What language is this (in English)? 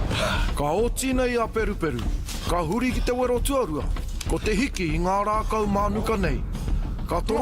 Māori